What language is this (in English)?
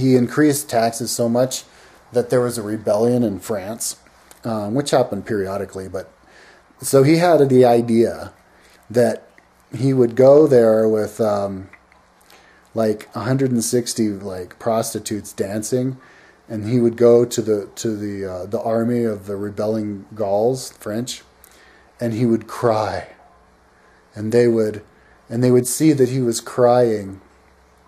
English